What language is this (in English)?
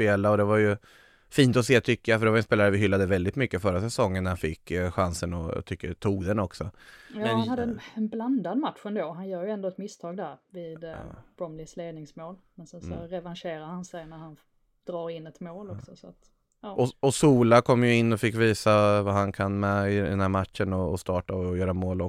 Swedish